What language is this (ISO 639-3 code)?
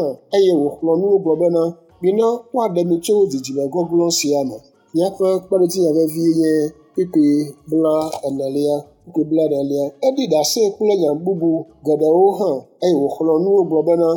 ewe